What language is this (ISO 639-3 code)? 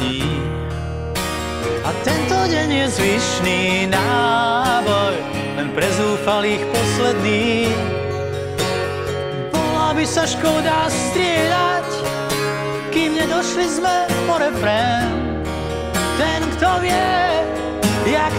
slk